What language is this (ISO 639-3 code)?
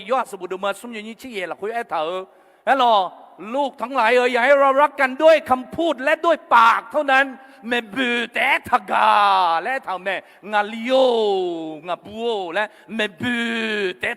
ahk